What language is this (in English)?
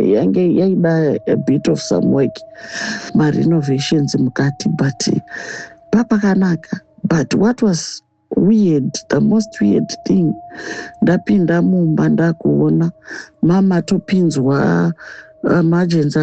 Shona